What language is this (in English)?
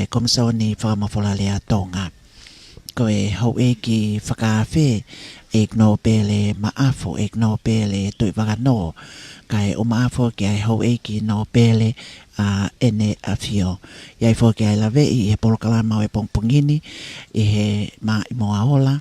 Tongan